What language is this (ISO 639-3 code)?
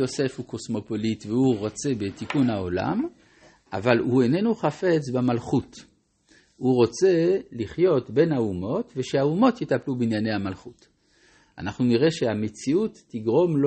heb